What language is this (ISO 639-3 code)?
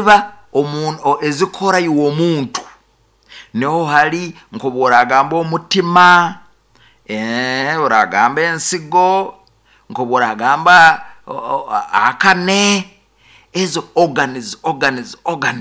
nyo